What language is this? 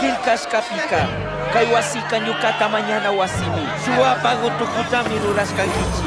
Chimborazo Highland Quichua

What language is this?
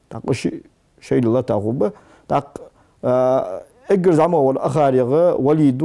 Ingush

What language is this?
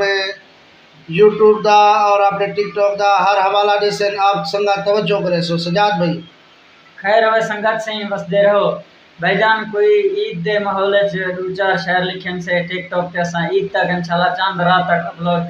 Saraiki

